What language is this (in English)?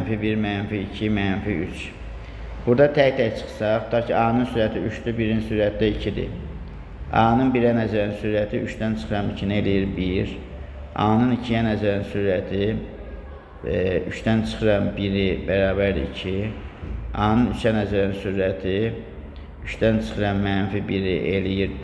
Azerbaijani